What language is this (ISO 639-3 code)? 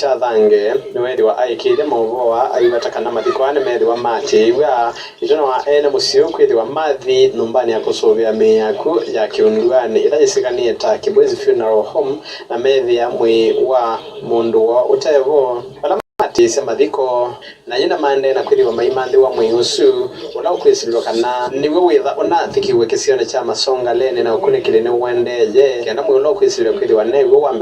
kam